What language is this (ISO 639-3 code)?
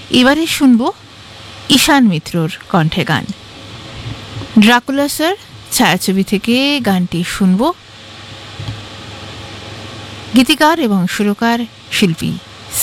ben